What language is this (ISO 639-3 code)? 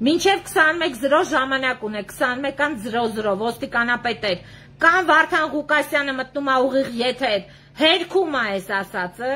hye